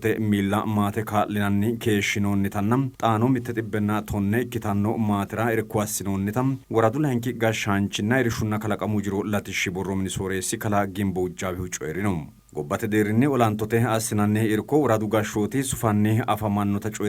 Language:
Sidamo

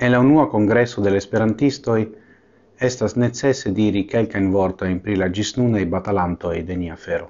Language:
Esperanto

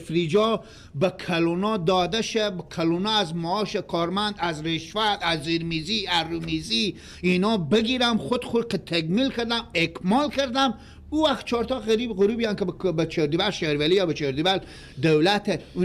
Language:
Persian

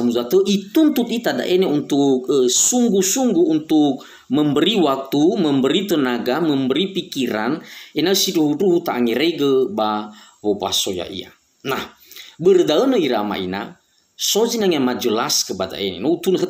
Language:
Nias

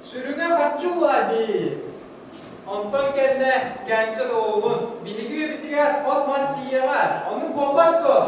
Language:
Yakut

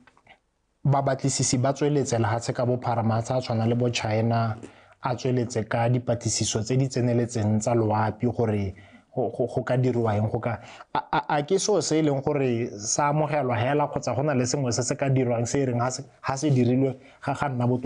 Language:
Tswana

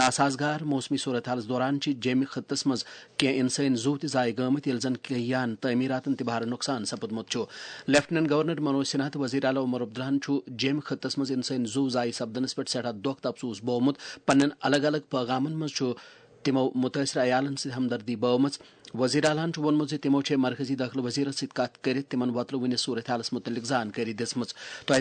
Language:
Kashmiri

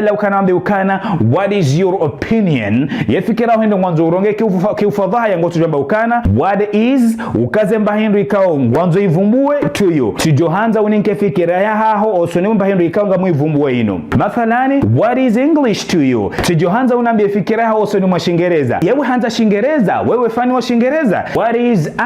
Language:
Ngazidja Comorian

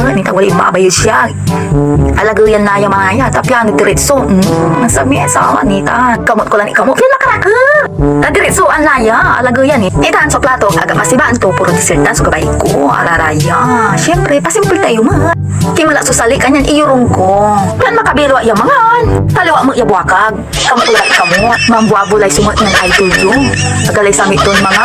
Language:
Pangasinan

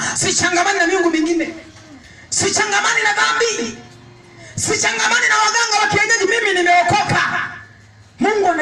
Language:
Swahili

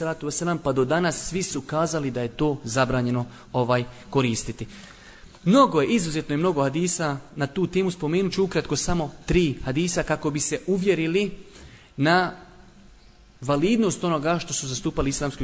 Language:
Bosnian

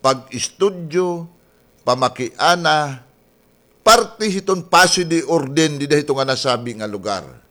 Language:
Waray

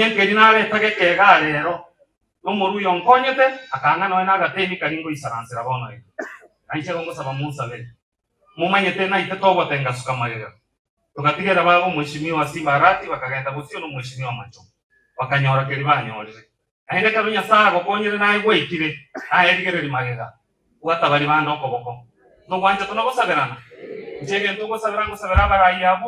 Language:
Gusii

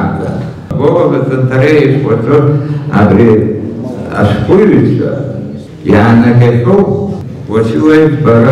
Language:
Abkhazian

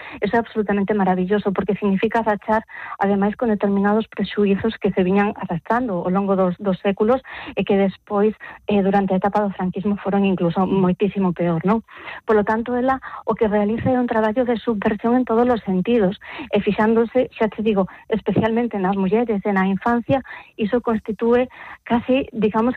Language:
Galician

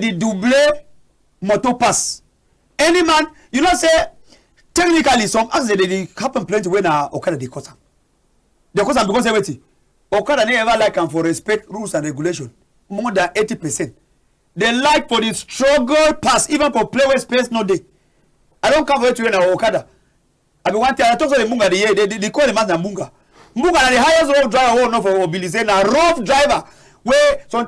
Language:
Cameroon Pidgin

